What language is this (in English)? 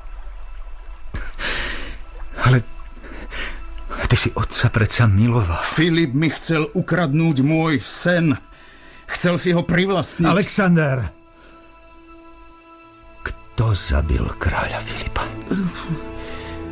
Slovak